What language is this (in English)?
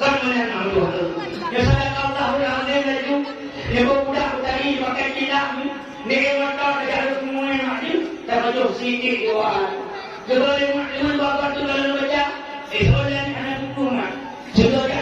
Achinese